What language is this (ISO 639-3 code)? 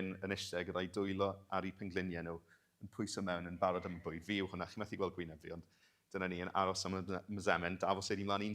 cym